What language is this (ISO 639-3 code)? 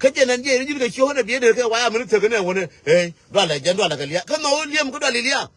nus